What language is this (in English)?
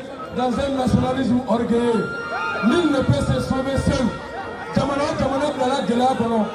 Bambara